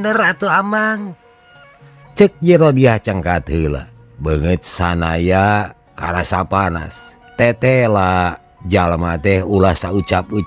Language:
Sundanese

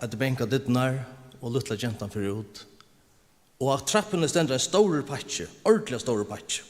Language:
Faroese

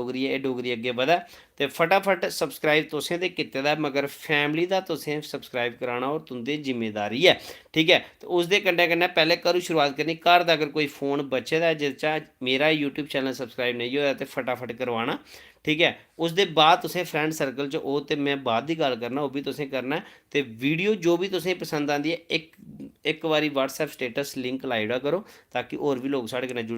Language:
Dogri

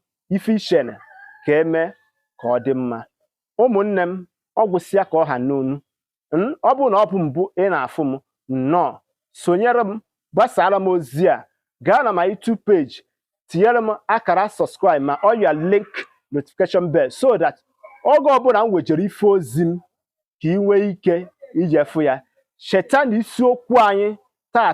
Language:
Igbo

